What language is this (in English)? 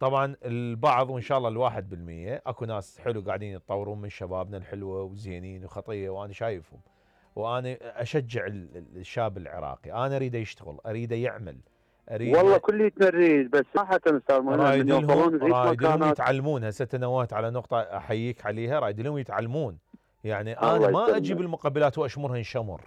Mesopotamian Arabic